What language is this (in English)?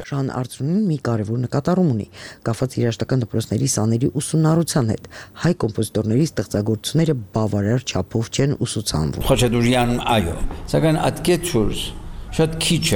Armenian